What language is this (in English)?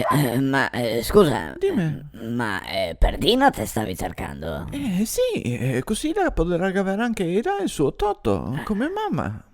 Venetian